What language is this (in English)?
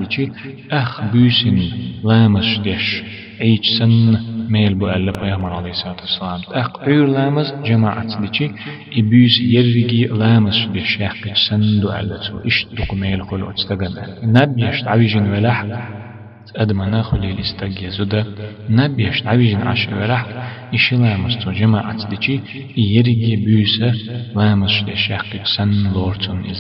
Chechen